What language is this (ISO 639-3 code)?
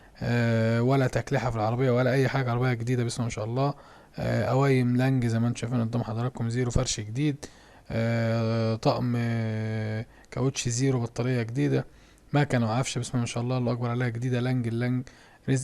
arz